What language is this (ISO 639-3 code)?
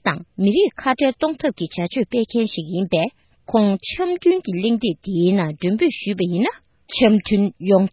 bod